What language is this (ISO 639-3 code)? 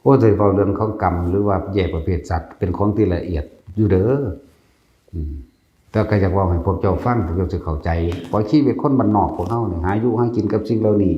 tts